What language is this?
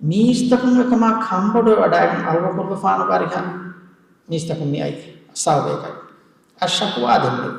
Divehi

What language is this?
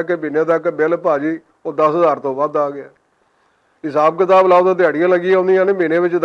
Western Panjabi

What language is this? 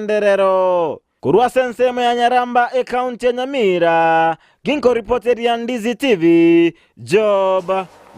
Gusii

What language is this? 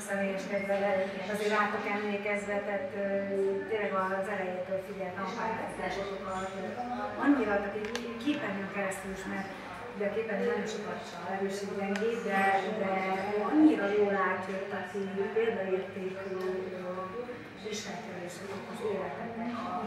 Hungarian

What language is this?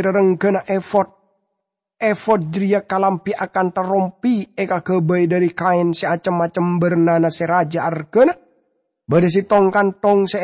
Madurese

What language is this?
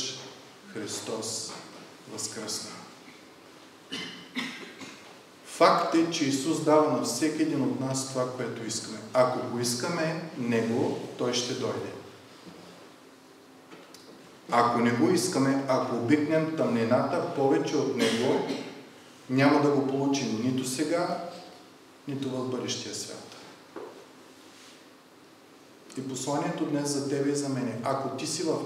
Bulgarian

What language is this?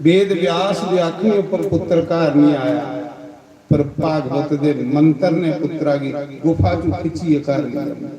Dogri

